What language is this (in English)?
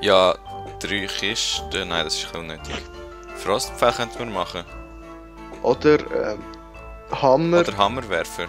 Swiss German